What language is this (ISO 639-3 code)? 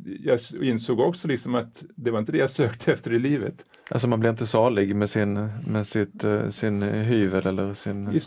swe